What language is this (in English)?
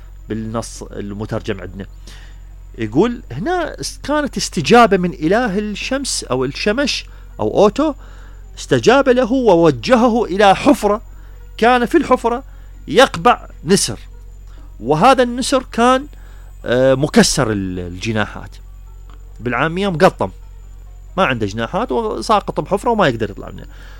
Mesopotamian Arabic